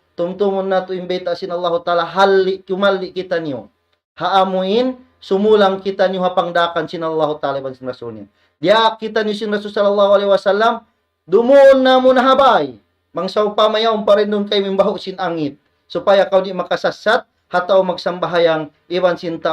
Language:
Tausug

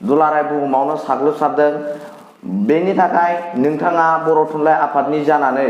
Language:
Bodo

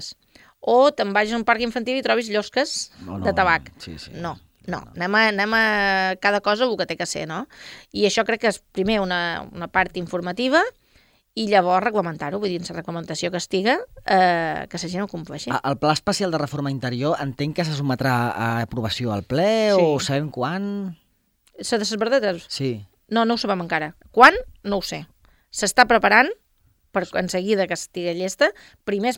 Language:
Catalan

